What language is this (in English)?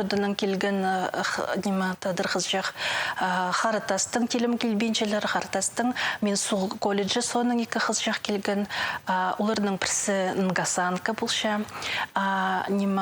Khakas